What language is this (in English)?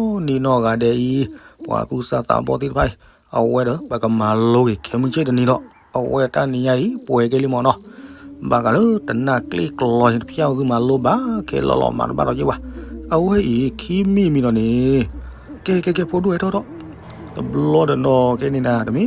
S'gaw Karen